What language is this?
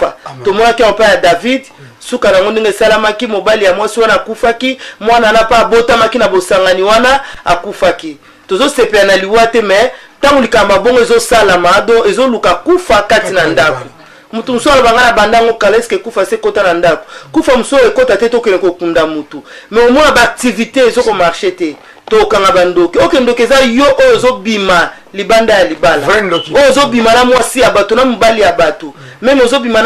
Lingala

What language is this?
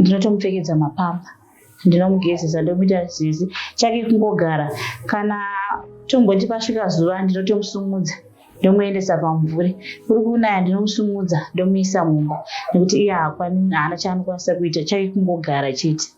Shona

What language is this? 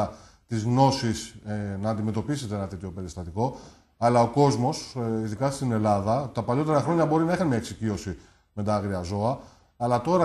Greek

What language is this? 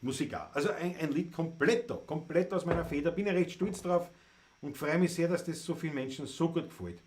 Bavarian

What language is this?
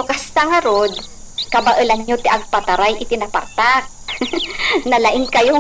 Iloko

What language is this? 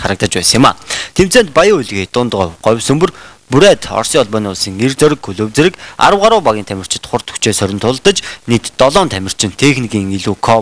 Mongolian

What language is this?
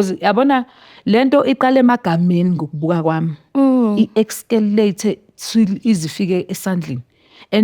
Zulu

